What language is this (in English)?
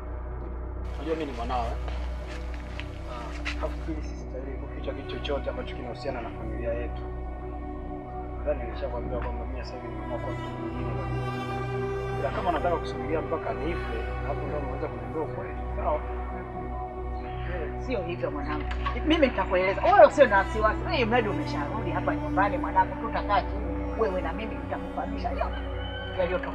Swahili